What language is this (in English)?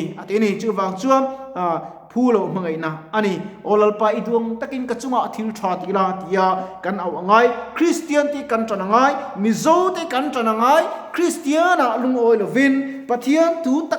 Mizo